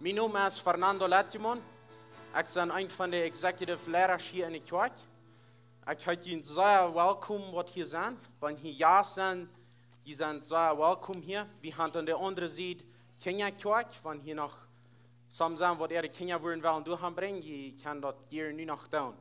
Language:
Plautdietsch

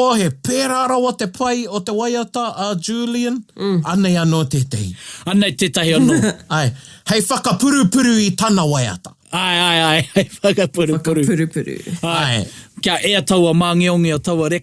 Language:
Māori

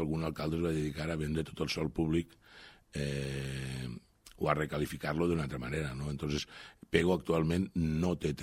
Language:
Catalan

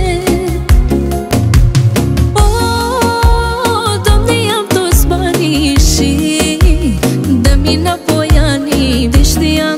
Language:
Romanian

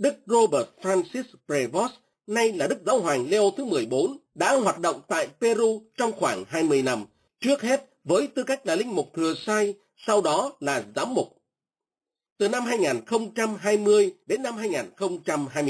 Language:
Vietnamese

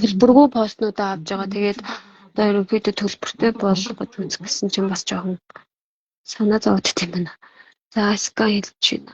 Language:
Mongolian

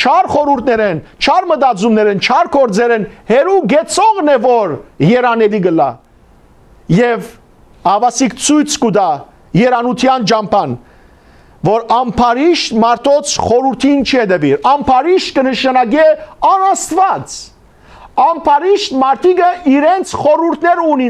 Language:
Western Armenian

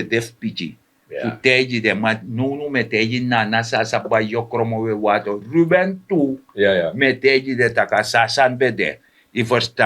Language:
Sranan Tongo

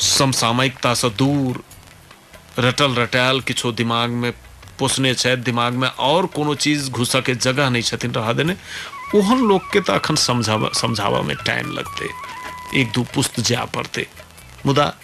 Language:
Maithili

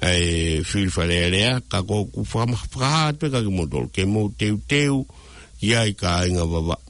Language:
Tongan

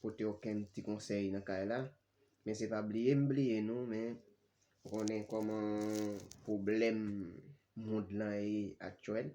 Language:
Haitian Creole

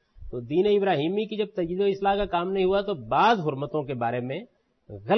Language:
Urdu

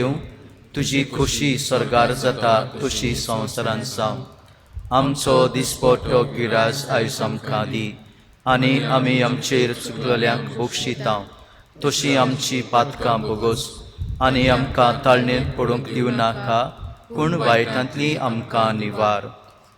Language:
Konkani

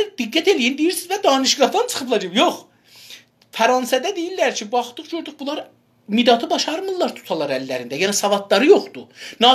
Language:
South Azerbaijani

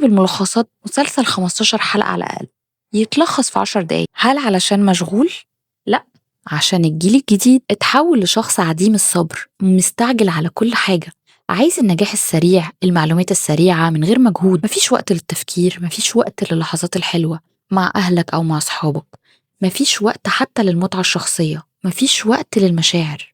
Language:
Egyptian Arabic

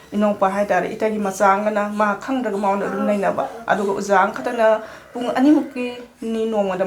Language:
Manipuri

